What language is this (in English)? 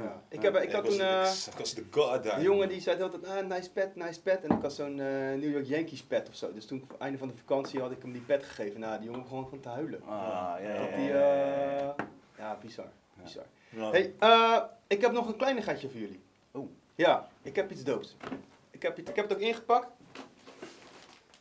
Dutch